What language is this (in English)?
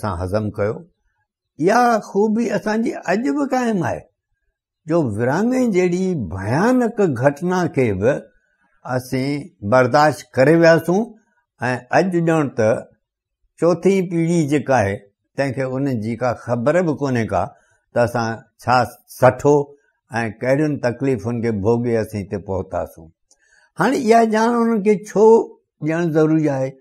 Sindhi